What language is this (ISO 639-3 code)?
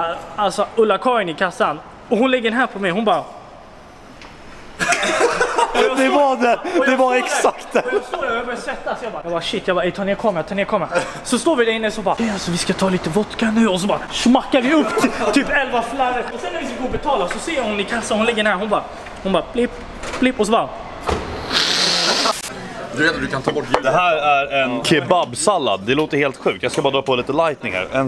swe